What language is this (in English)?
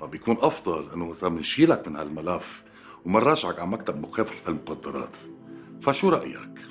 North Levantine Arabic